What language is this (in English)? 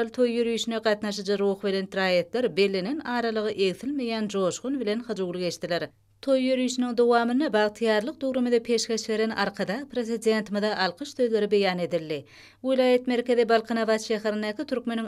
Turkmen